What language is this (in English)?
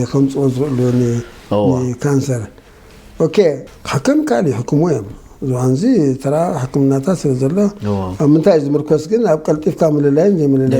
Tigrinya